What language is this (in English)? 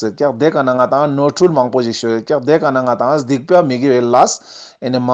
Ladakhi